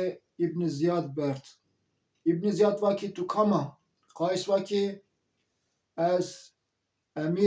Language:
Zaza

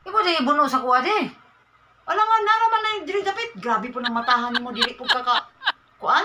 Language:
Cebuano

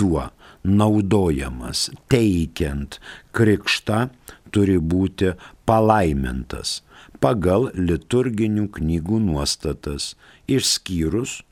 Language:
Lithuanian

